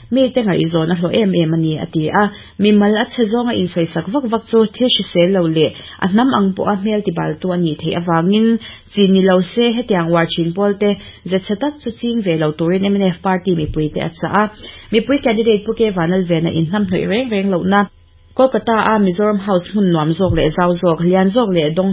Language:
Mizo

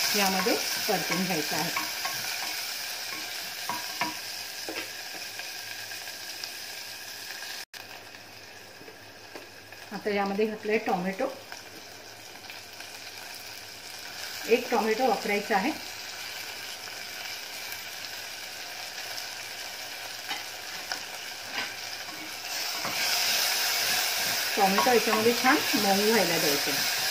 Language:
Marathi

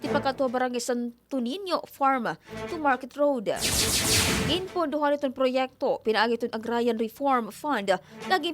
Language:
Waray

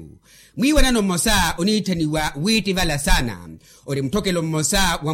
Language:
Makhuwa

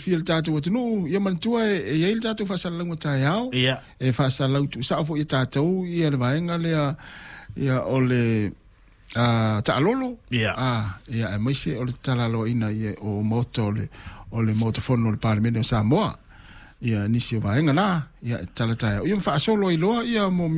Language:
Samoan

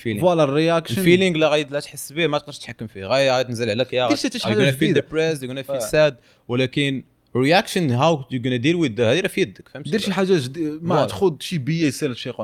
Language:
Moroccan Arabic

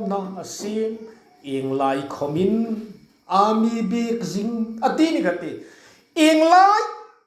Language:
Hmar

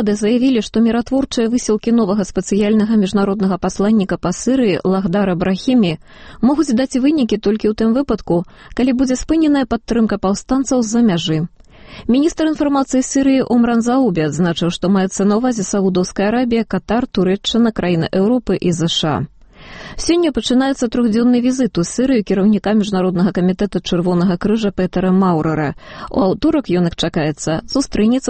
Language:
Belarusian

